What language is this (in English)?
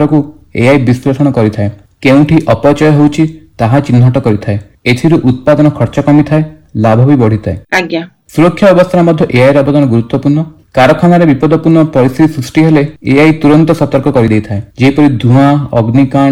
Odia